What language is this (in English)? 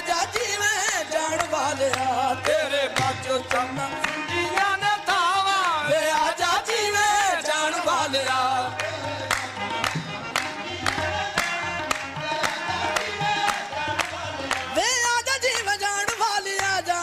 Punjabi